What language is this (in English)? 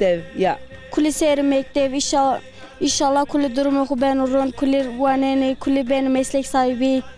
Zaza